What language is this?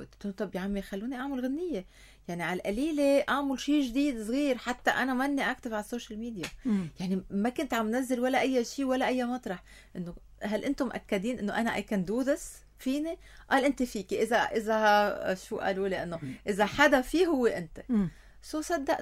North Levantine Arabic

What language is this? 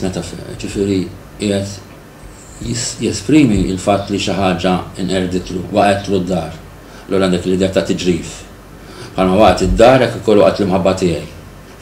Maltese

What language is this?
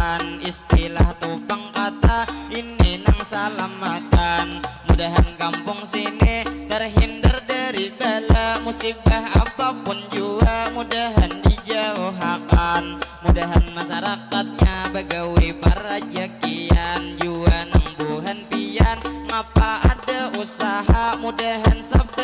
Banjar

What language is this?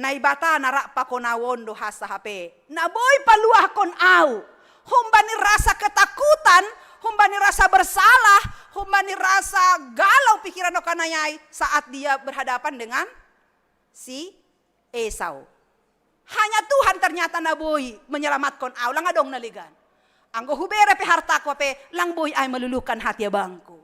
Batak Simalungun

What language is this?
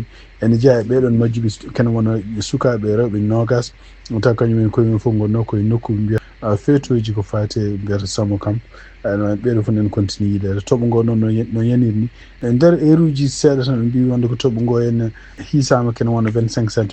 Fula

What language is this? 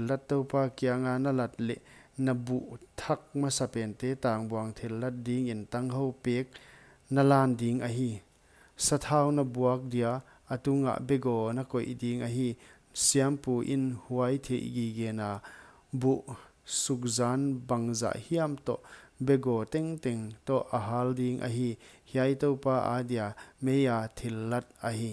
Paite Chin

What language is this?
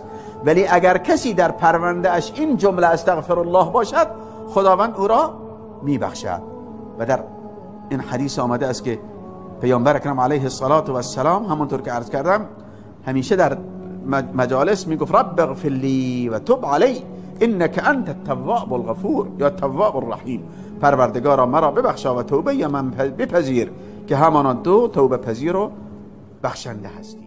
Persian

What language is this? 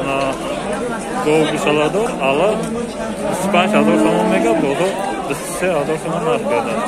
Tajik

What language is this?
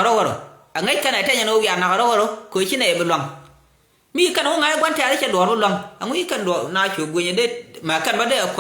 Nuer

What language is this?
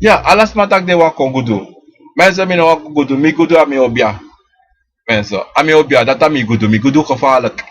Sranan Tongo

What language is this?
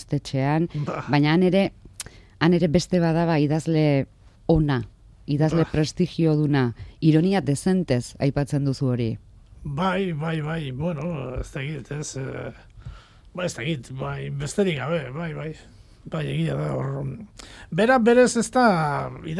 Basque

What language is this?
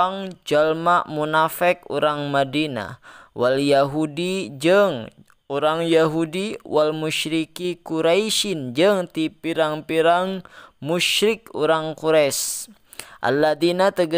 Sundanese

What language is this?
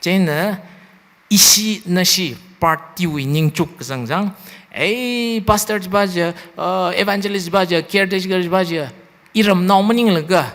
Tangkhul Naga (India)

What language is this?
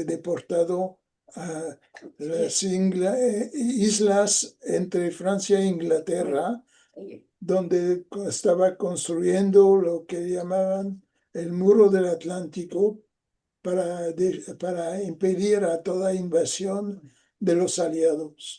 Ladino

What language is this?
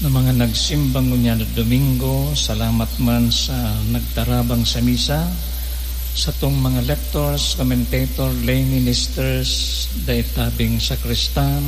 Bikol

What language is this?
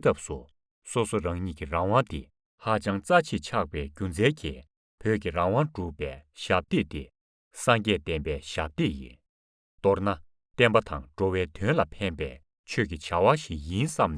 Tibetan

